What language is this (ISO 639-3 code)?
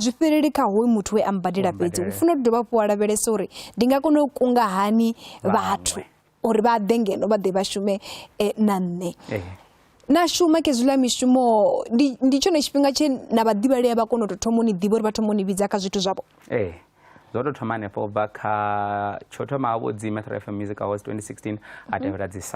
ven